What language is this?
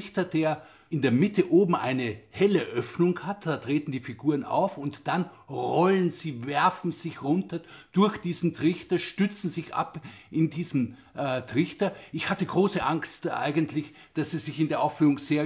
German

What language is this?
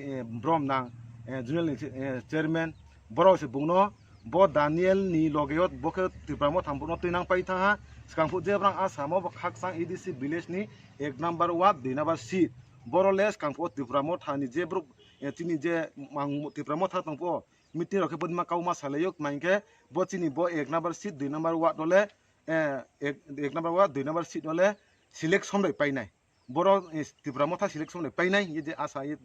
Riang (India)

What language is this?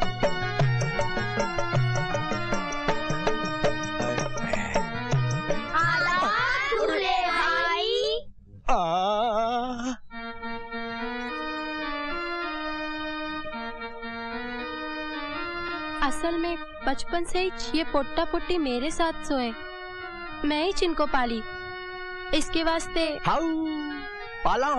Hindi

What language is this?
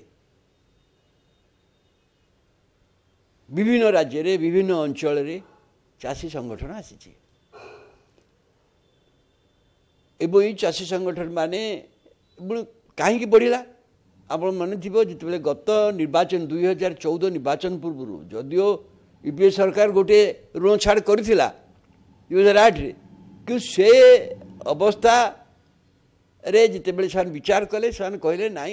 Odia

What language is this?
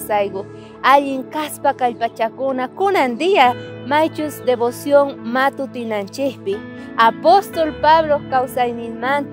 South Bolivian Quechua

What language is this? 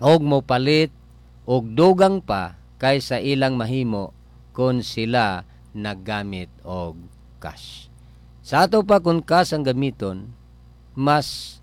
Cebuano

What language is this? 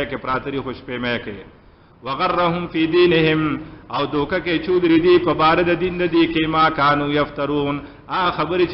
Pashto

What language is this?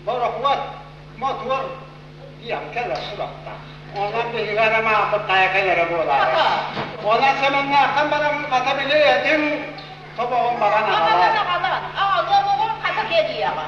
Yakut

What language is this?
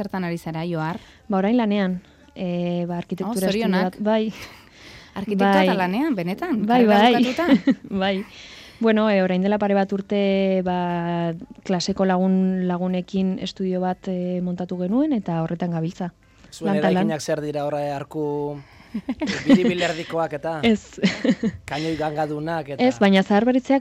Basque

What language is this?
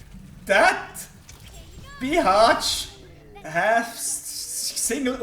Swiss German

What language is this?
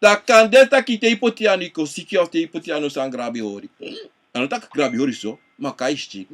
Sranan Tongo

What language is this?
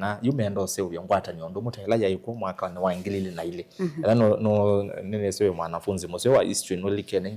Kamba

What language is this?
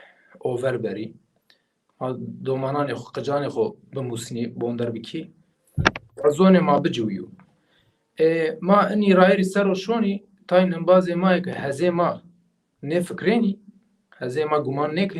Zaza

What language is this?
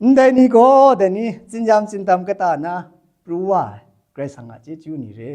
Kachin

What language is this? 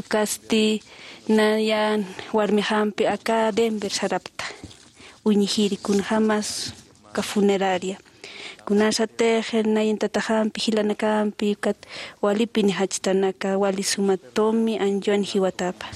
Aymara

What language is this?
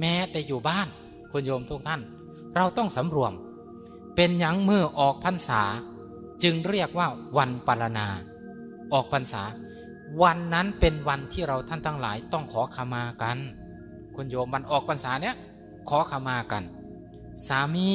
Northeastern Thai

